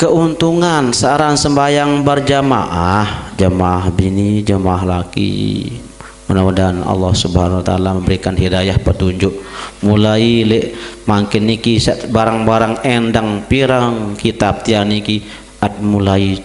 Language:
Sasak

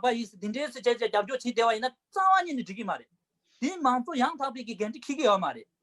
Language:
Tibetan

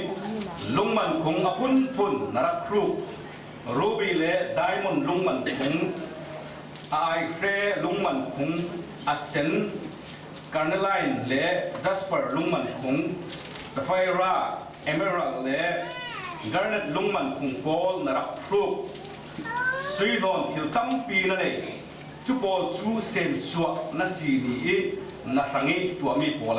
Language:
Falam Chin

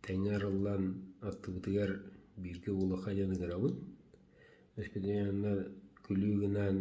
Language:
Yakut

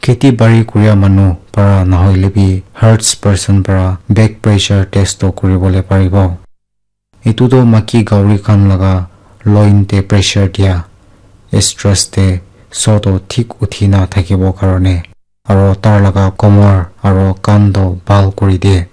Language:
Naga Pidgin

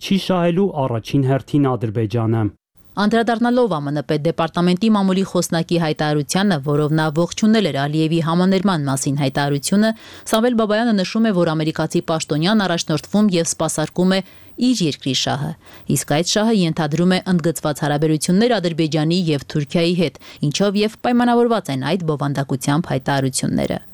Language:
Armenian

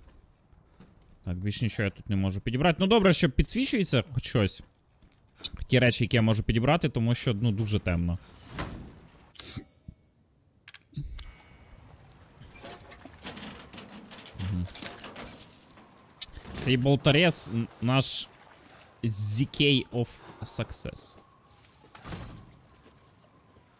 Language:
Ukrainian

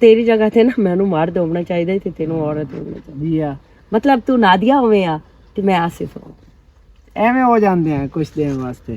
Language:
Western Panjabi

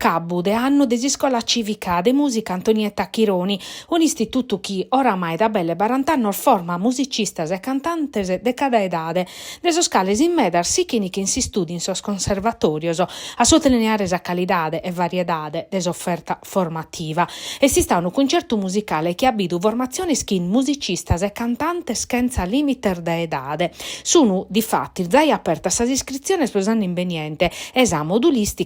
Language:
Sardinian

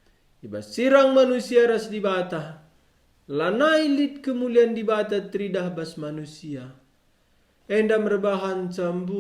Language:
Batak Karo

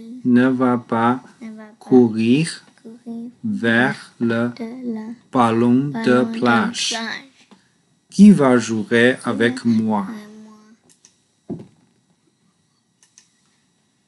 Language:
French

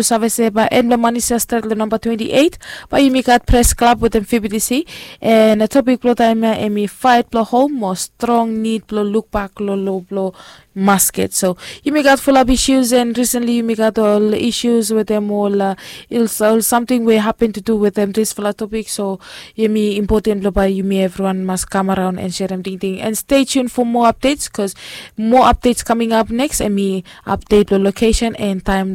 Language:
Bislama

